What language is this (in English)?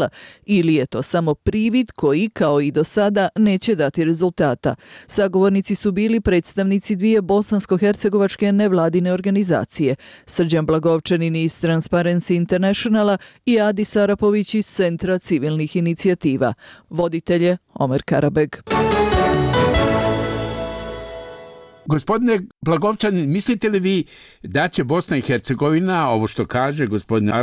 Bosnian